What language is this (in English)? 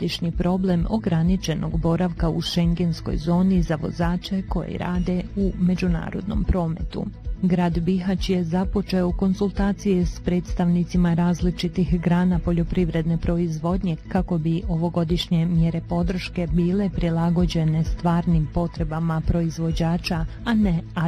Bosnian